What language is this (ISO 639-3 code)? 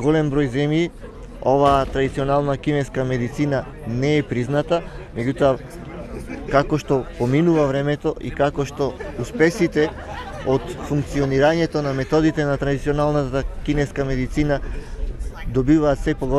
mkd